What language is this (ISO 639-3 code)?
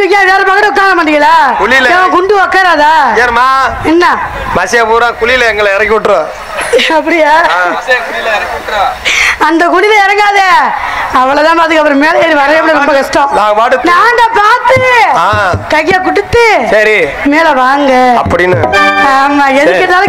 tam